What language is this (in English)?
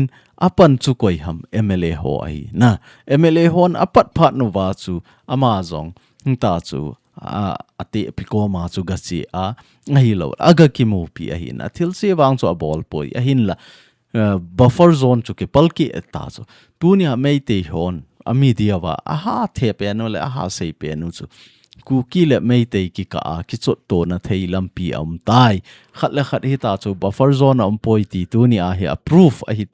Thado Chin